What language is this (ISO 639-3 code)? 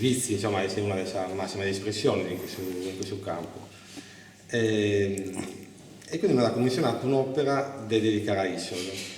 srd